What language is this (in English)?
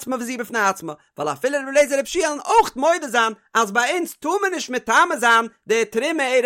Yiddish